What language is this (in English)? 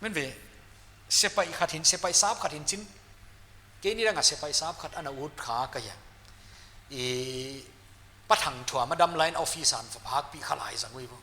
Paite Chin